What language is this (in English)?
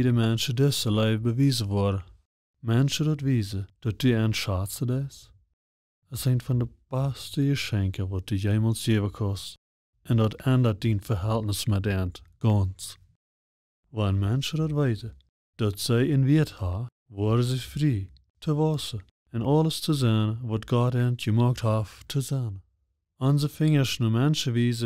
Plautdietsch